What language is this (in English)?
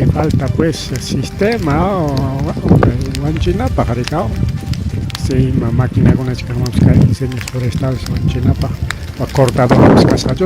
Ayacucho Quechua